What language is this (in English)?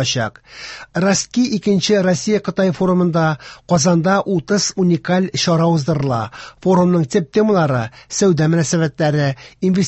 Tatar